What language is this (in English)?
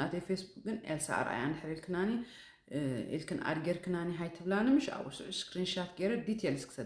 Tigrinya